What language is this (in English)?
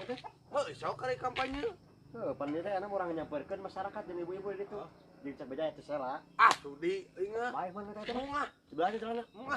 Sundanese